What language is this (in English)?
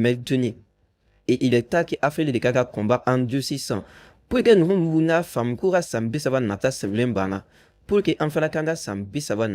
Bambara